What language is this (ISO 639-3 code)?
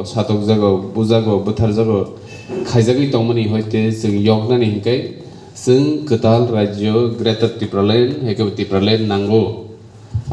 trp